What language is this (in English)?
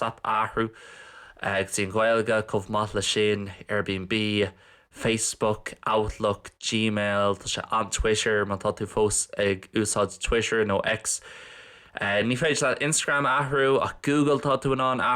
Irish